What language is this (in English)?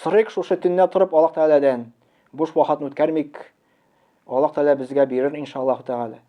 Tatar